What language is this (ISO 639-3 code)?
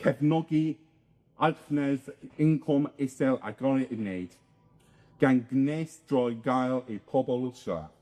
cym